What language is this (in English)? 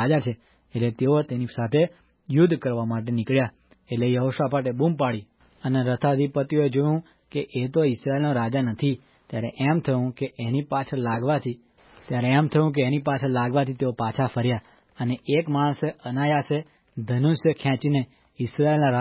Gujarati